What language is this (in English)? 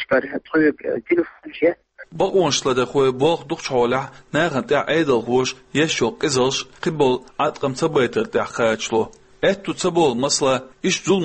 Chechen